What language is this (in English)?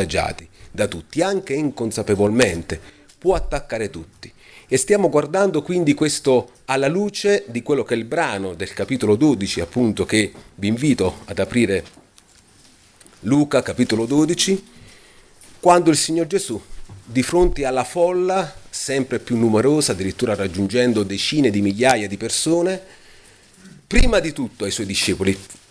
Italian